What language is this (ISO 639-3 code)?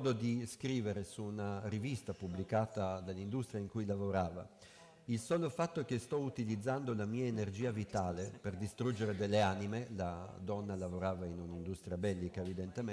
ita